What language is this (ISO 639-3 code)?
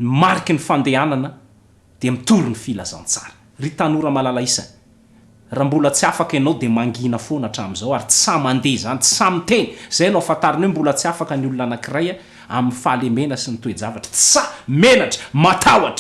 mlg